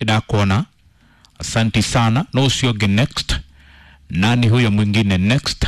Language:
Kikuyu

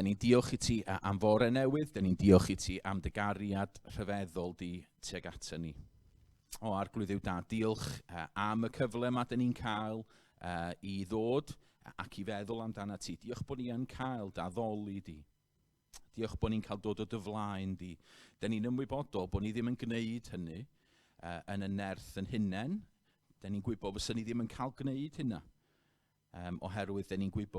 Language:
Welsh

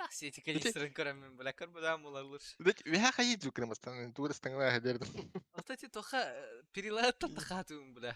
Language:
Yakut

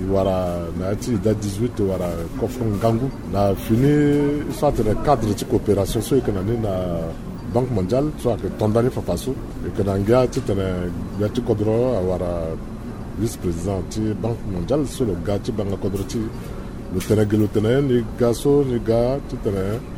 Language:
Sango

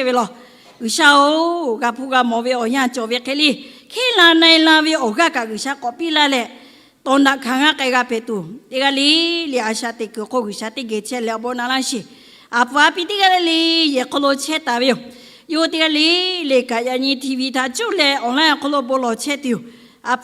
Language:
Lahu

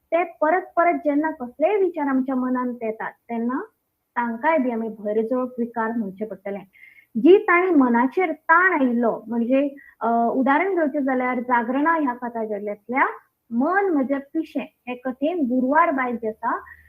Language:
Konkani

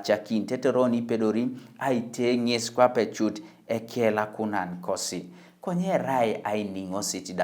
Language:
Teso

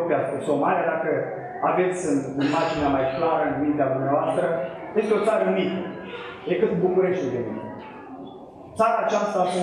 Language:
Romanian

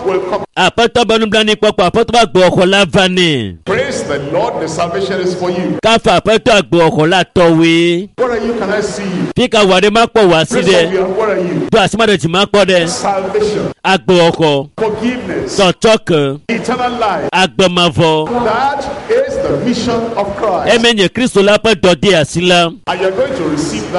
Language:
Ewe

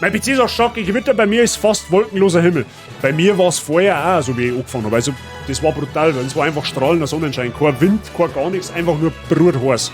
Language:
Bavarian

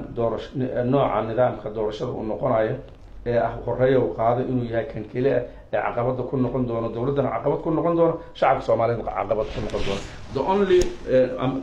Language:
Somali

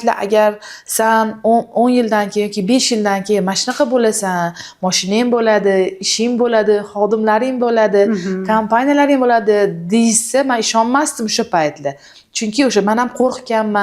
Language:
Uzbek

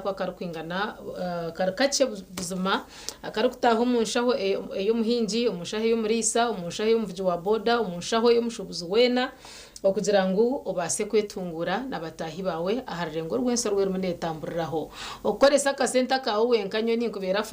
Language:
Nyankole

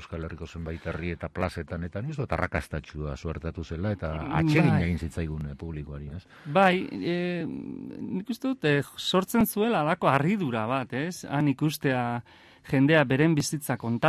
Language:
Basque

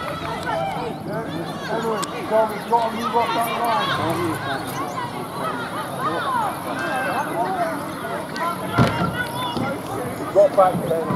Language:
English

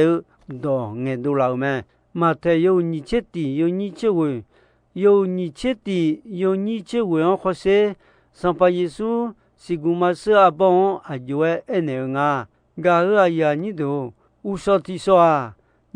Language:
Akha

